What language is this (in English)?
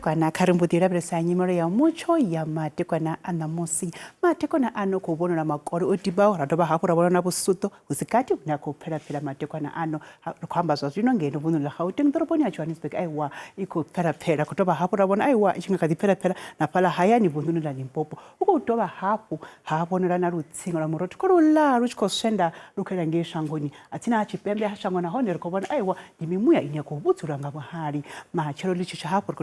Venda